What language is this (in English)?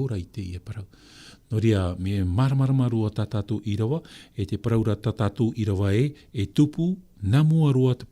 Tahitian